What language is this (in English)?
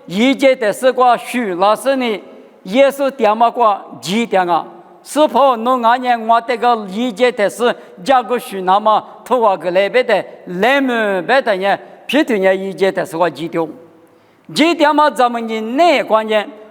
Lisu